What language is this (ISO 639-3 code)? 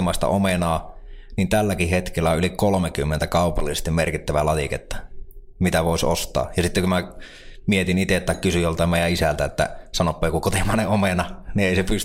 fin